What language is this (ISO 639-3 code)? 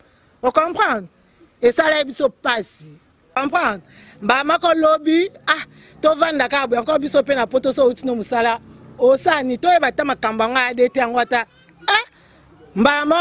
lin